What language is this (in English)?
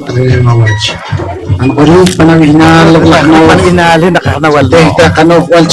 Poqomchi'